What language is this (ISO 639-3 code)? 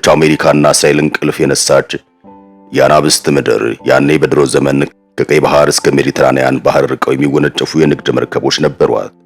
amh